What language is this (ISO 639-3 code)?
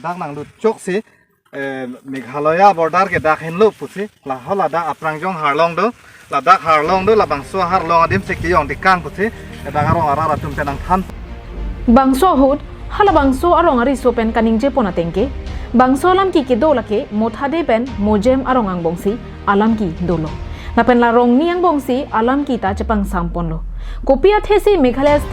mjw